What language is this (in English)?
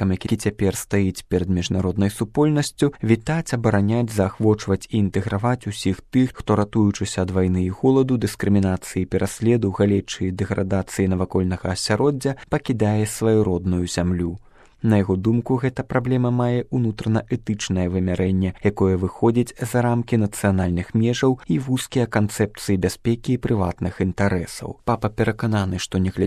Belarusian